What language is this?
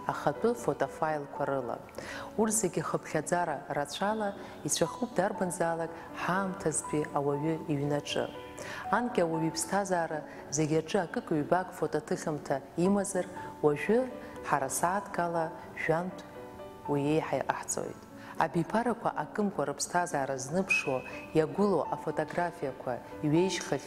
Abkhazian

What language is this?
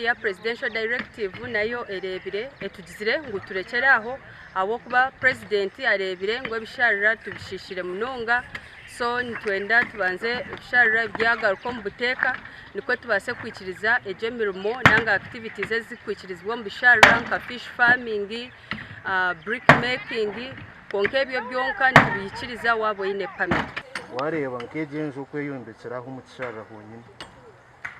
Nyankole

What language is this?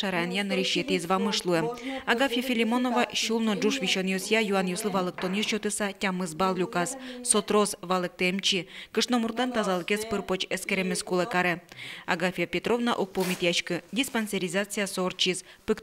Udmurt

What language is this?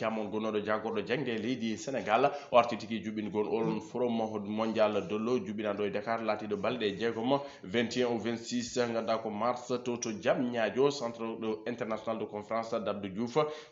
Fula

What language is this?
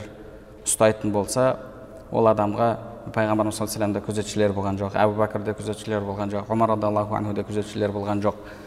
Kazakh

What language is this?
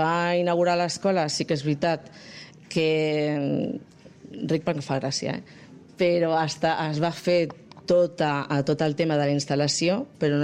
Catalan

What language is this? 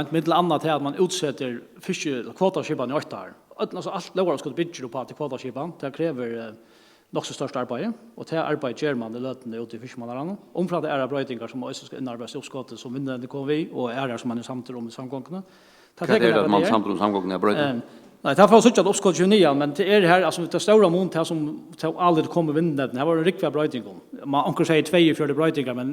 Faroese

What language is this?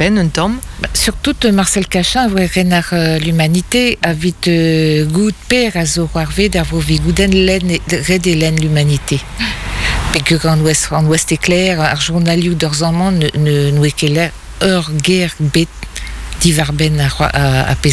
Breton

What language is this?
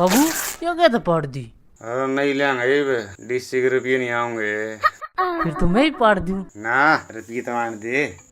Haryanvi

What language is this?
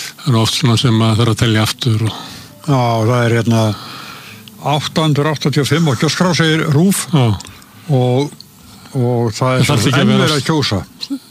Icelandic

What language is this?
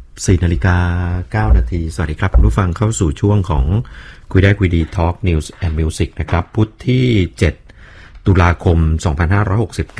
Thai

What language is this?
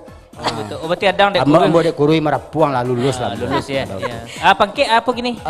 Minangkabau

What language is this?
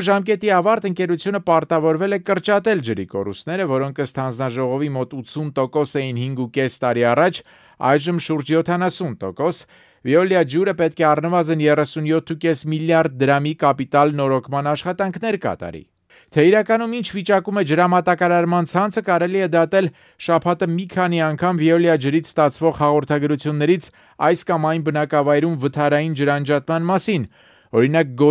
Armenian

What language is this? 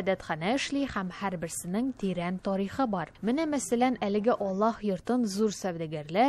Tatar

